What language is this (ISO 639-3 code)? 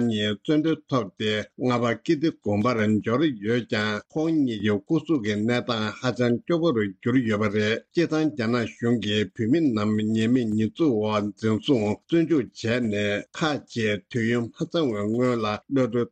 bod